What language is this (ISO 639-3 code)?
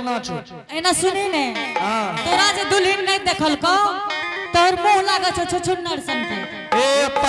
anp